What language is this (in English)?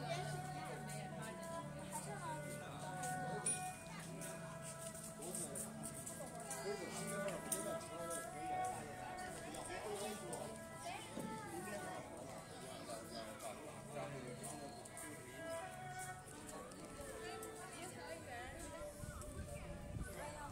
Chinese